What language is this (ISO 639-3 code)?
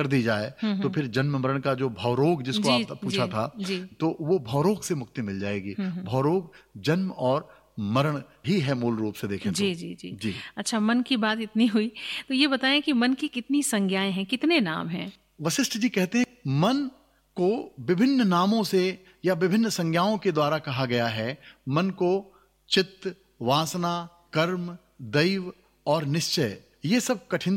hin